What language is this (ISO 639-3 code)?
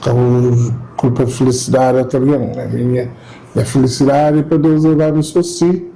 kea